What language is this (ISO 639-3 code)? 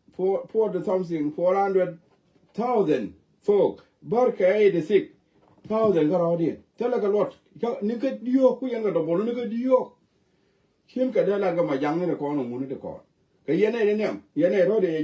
nus